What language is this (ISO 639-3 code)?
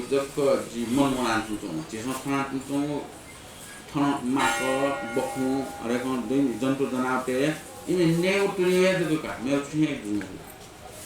new